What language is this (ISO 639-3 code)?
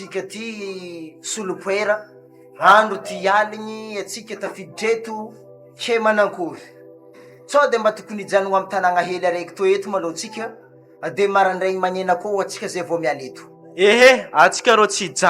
mlg